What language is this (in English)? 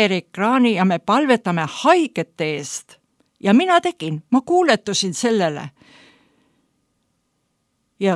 Estonian